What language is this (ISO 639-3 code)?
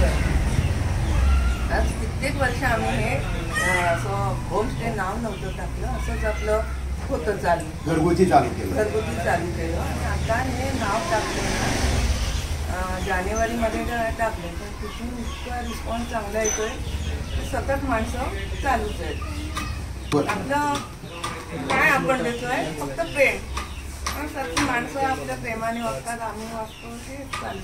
mar